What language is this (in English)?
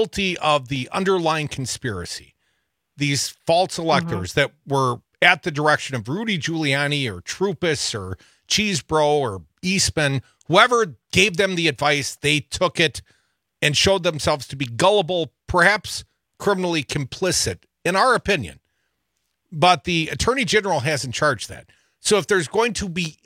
English